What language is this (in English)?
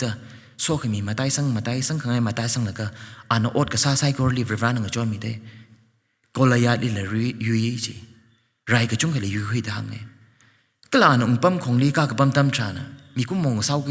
Tangkhul Naga (India)